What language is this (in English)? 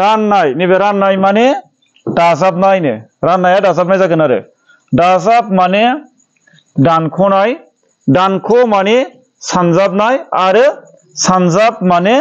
Bodo